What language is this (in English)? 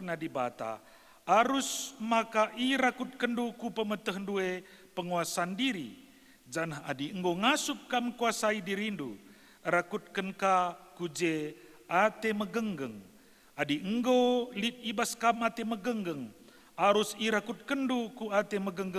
Batak Karo